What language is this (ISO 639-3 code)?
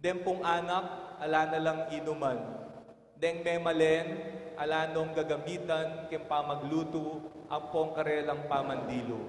pam